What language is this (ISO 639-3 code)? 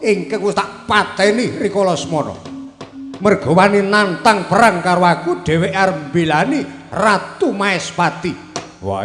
jav